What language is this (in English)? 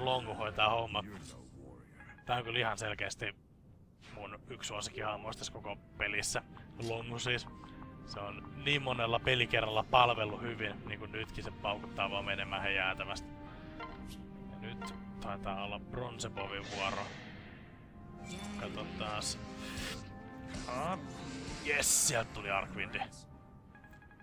Finnish